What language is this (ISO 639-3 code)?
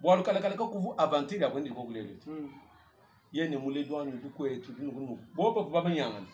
lua